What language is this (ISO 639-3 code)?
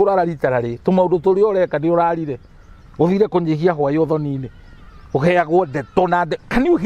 kik